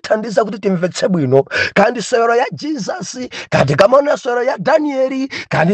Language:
Nyanja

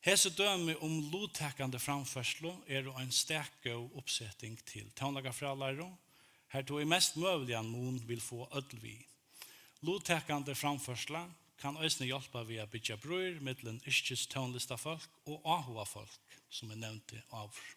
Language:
Faroese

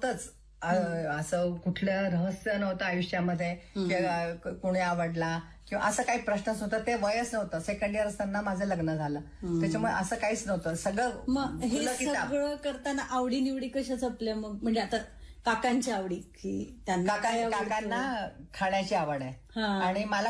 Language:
Marathi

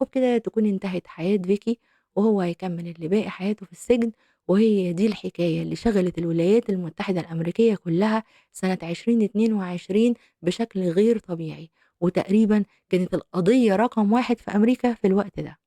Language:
Egyptian Arabic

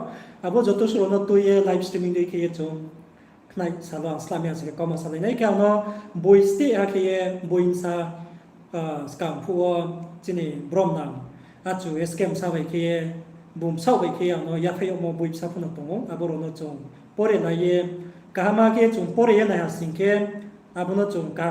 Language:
Riang (India)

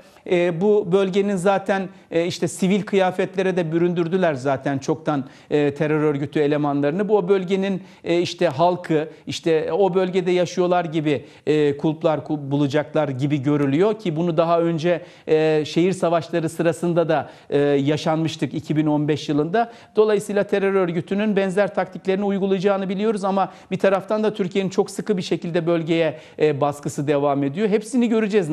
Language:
Turkish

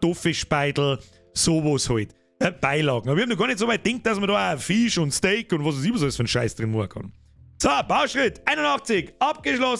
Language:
Bavarian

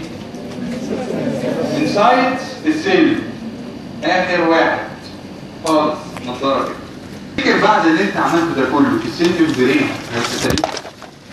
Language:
Egyptian Arabic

